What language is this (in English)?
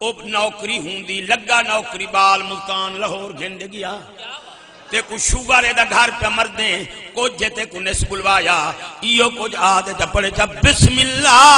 Saraiki